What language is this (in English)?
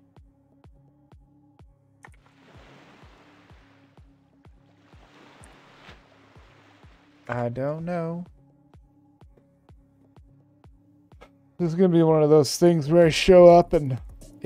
English